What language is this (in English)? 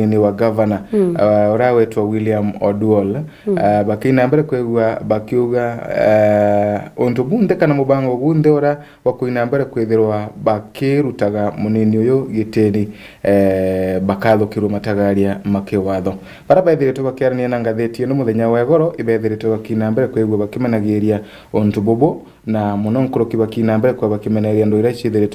Meru